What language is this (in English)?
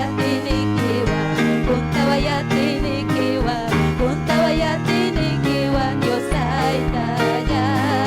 Ayacucho Quechua